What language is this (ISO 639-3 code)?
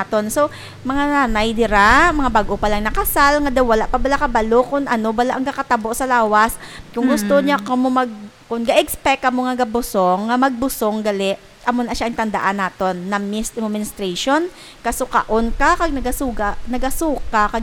hil